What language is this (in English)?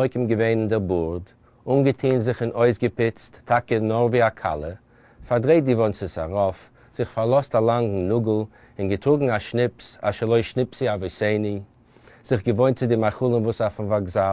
Yiddish